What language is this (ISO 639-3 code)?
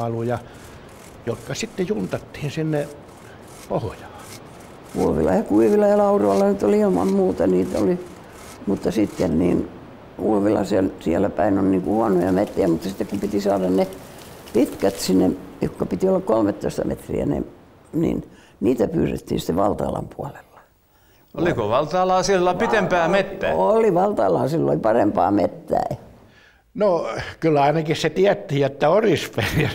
fin